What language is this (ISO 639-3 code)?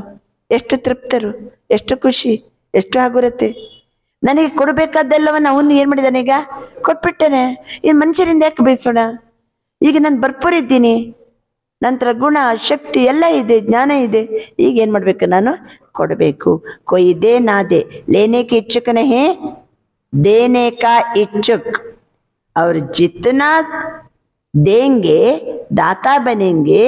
kan